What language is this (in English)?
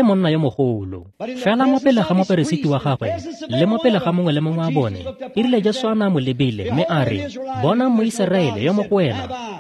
Tswana